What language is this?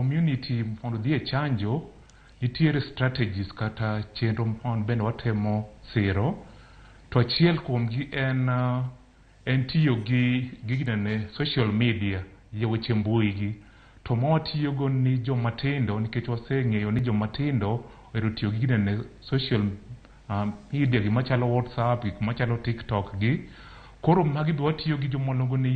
Luo (Kenya and Tanzania)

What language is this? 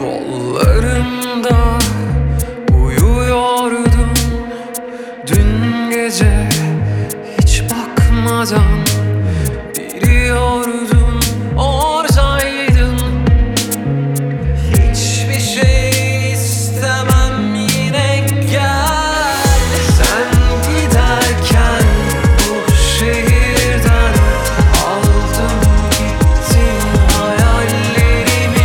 Turkish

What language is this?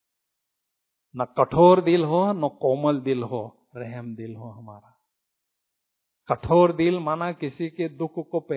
Hindi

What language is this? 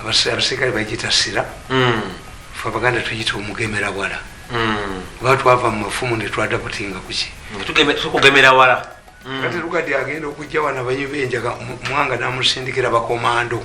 Ganda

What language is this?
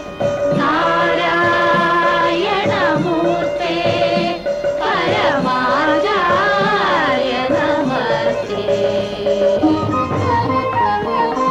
Malayalam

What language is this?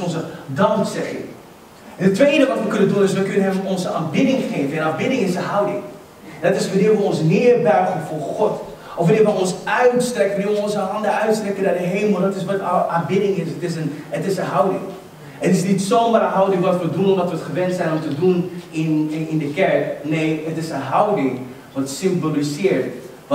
Dutch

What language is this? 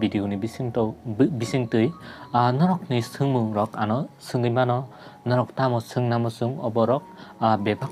Kok Borok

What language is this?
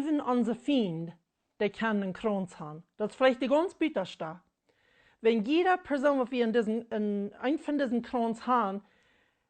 Plautdietsch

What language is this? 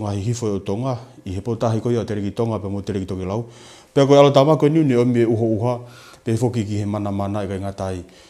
Tongan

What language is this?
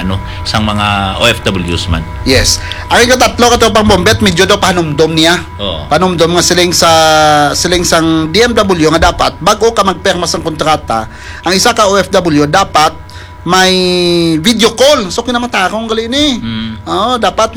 Hiligaynon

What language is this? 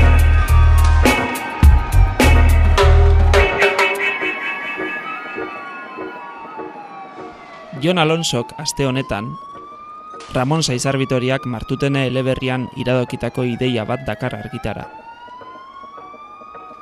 Basque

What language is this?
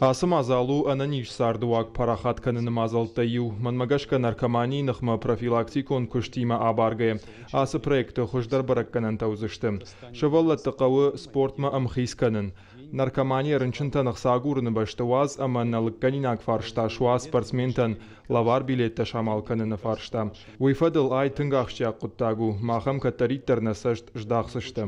Ossetic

